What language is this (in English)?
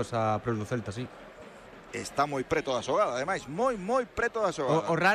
Galician